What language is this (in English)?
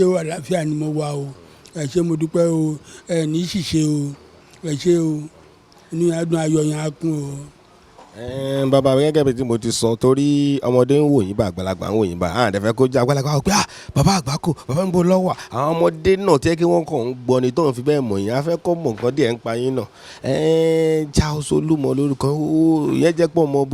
Yoruba